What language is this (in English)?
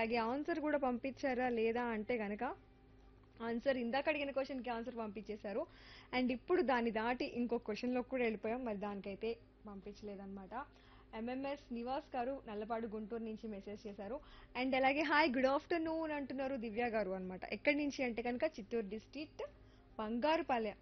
Telugu